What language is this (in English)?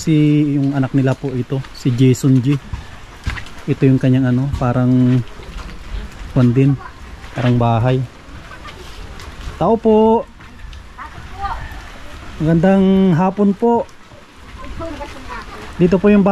Filipino